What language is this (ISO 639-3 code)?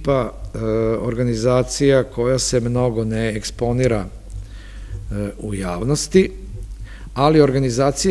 srp